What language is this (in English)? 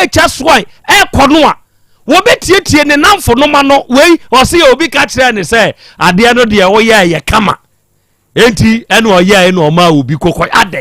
Akan